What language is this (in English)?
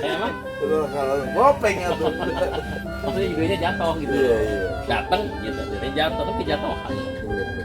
Betawi